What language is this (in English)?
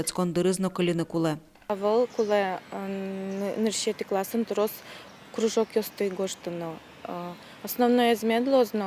Udmurt